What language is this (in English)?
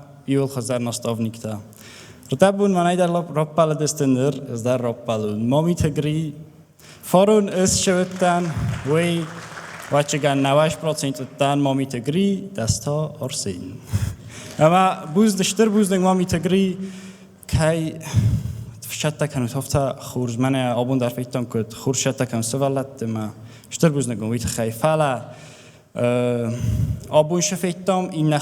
Ossetic